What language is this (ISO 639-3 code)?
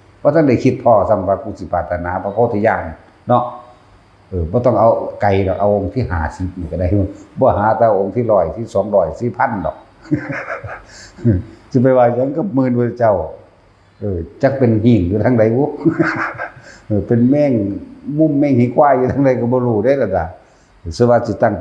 lao